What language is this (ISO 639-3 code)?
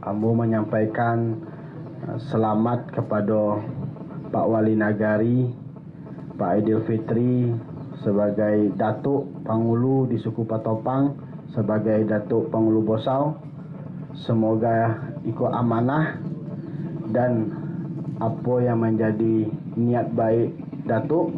min